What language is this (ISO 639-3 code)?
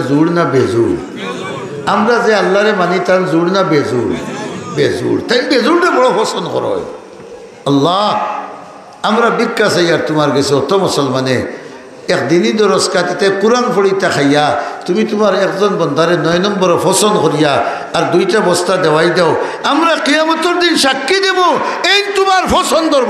syl